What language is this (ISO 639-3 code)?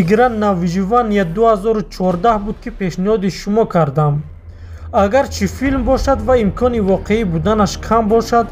tgk